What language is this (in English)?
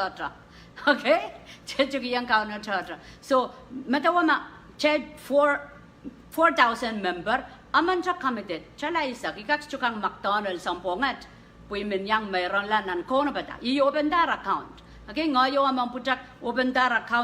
Pohnpeian